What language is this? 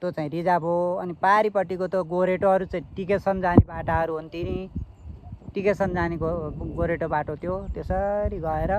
Nepali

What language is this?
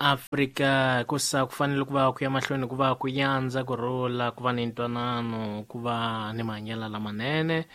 Tsonga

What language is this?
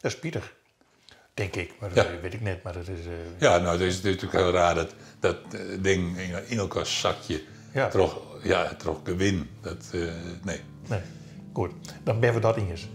Western Frisian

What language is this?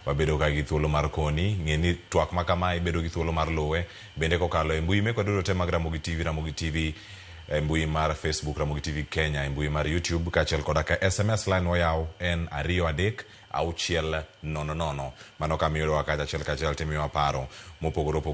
Luo (Kenya and Tanzania)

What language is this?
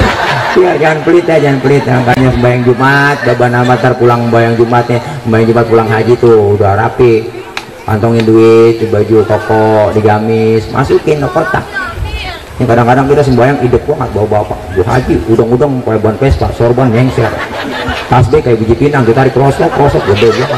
Betawi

